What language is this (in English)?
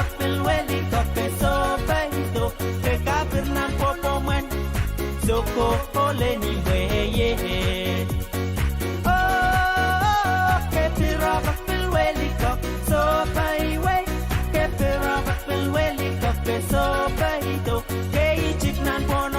Pohnpeian